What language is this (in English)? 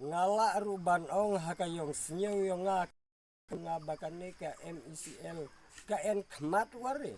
Khasi